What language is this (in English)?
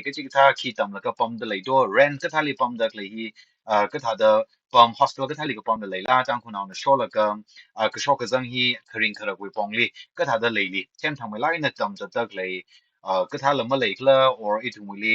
Tangkhul Naga (India)